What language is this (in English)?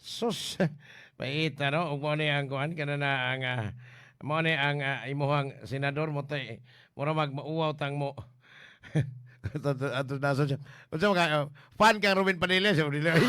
Cebuano